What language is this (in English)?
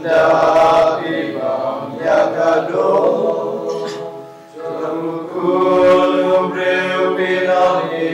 Khasi